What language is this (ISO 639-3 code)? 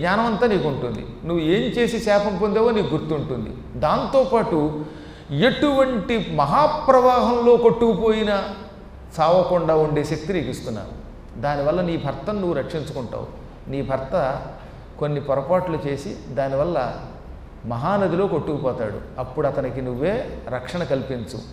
tel